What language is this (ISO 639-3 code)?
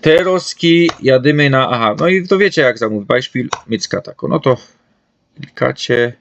szl